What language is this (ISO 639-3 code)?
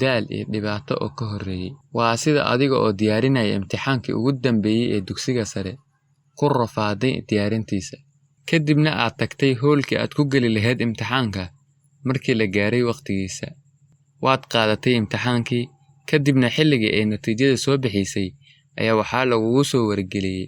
som